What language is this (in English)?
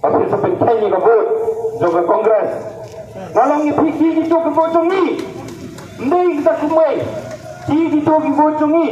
Khasi